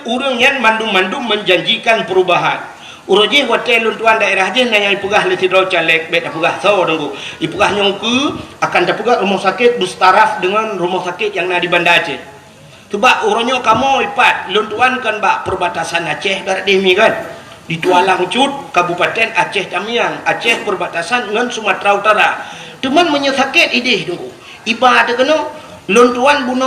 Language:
Achinese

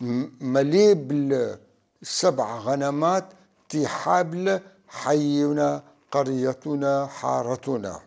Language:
North Levantine Arabic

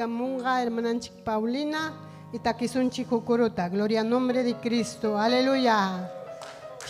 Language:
Ayacucho Quechua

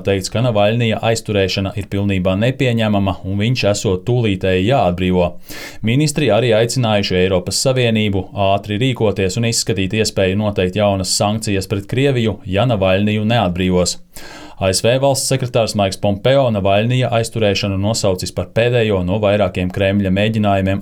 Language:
Latvian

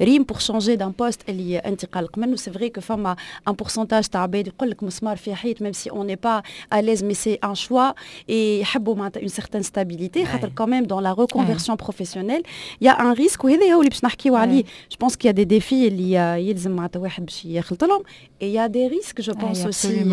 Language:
Tunisian Arabic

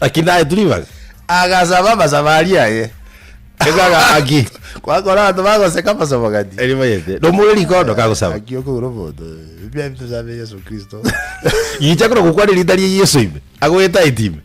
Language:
Gusii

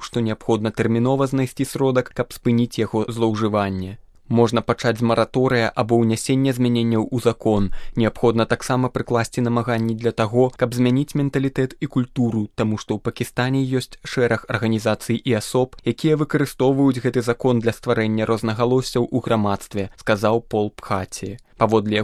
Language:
Belarusian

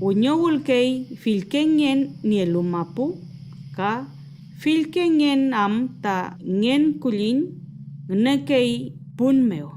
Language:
Mapuche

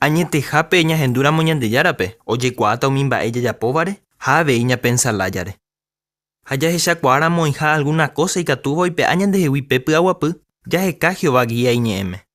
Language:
Guarani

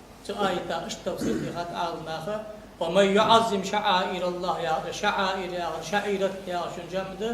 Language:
Ingush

